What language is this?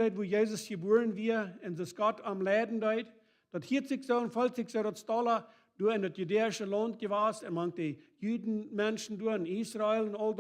Plautdietsch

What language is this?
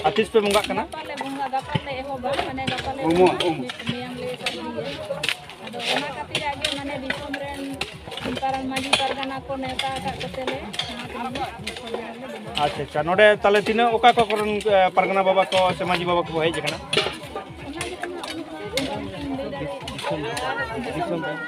Santali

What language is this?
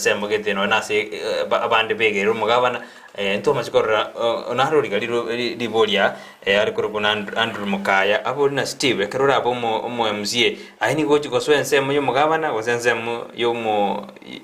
Gusii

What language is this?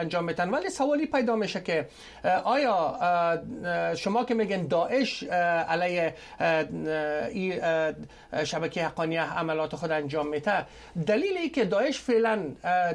Persian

